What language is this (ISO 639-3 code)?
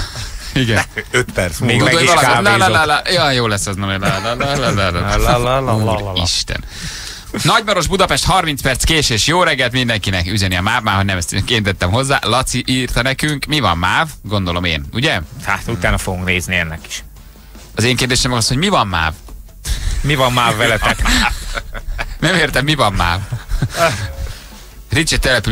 hun